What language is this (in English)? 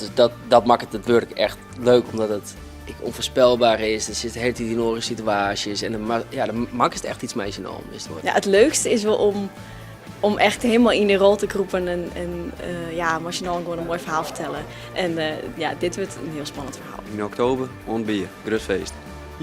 Western Frisian